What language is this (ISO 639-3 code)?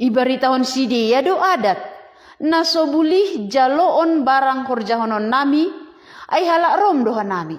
bts